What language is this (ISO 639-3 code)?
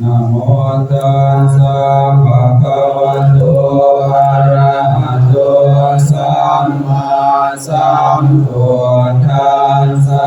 pli